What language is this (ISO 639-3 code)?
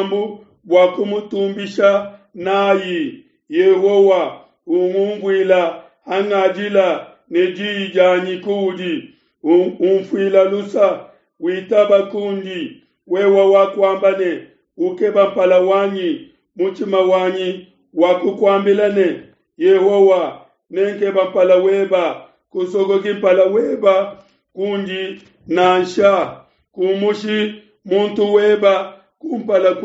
lua